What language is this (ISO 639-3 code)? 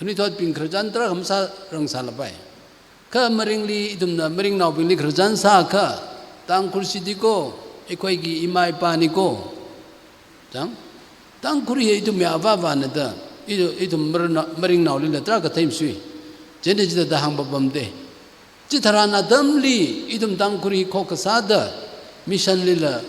nmf